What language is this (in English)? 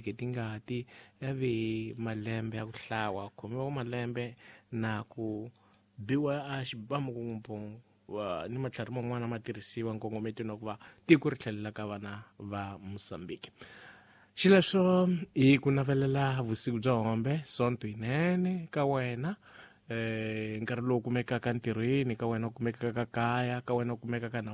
Tsonga